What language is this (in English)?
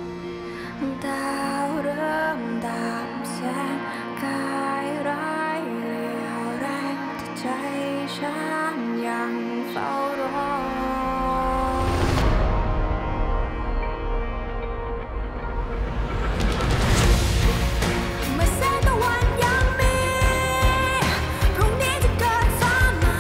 Thai